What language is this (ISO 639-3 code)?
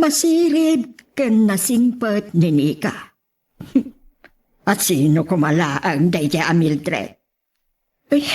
ilo